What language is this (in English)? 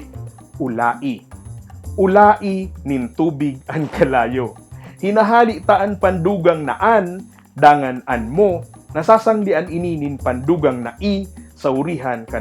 Bikol